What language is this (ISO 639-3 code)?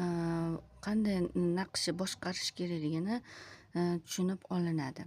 uzb